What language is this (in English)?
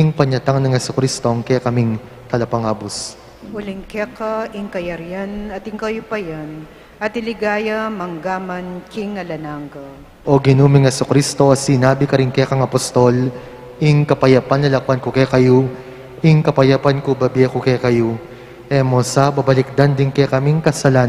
Pampanga